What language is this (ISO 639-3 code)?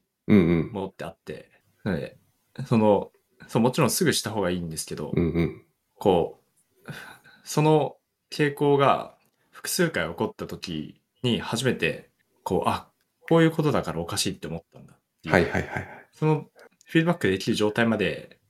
jpn